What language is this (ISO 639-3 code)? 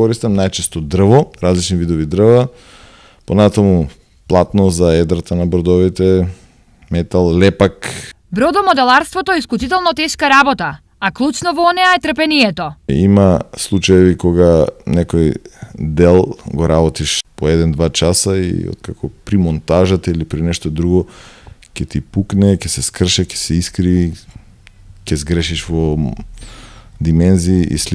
mkd